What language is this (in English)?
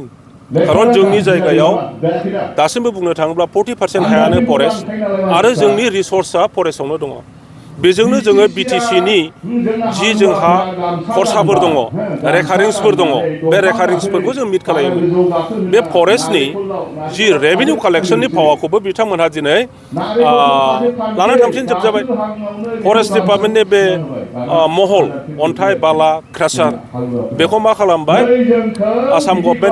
Bodo